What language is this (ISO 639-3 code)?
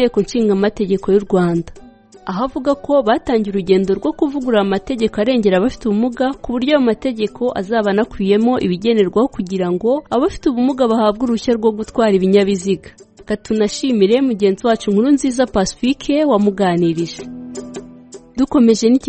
kin